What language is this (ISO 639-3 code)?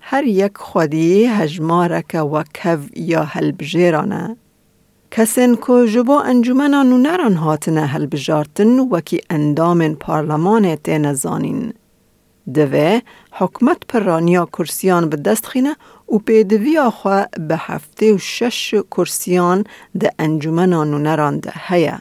kur